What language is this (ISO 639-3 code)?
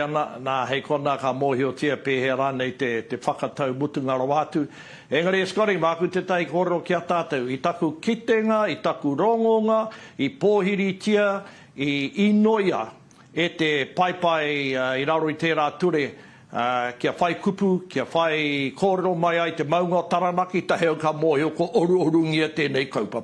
mri